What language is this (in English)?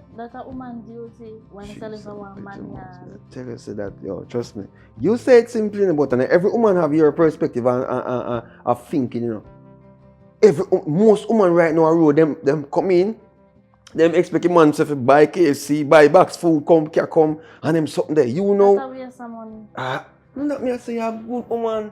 Jamaican Creole English